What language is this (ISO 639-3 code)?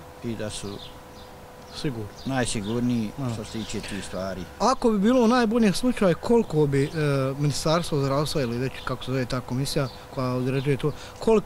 bos